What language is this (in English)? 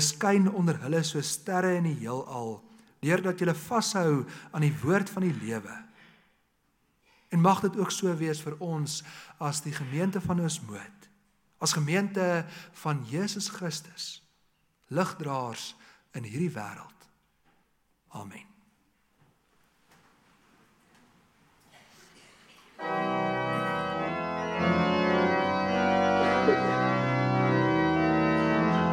Afrikaans